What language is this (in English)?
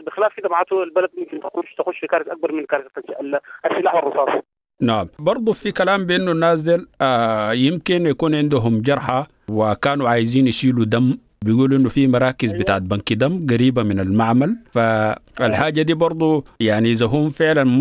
Sudanese Arabic